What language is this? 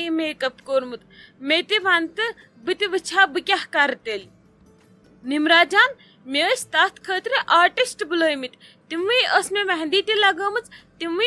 Kashmiri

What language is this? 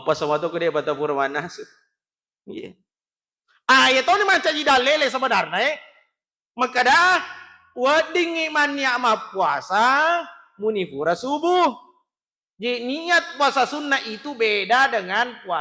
Buginese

